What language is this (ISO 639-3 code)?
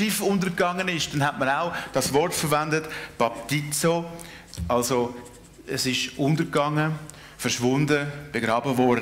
gsw